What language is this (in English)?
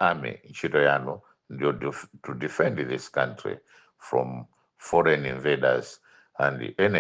Nyanja